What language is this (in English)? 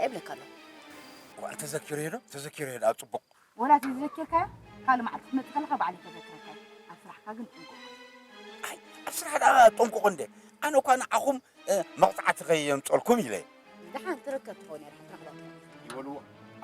Tigrinya